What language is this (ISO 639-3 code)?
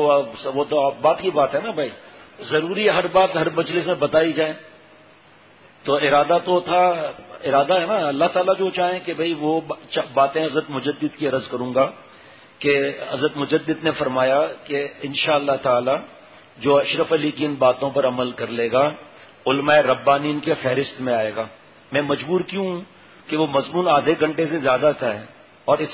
urd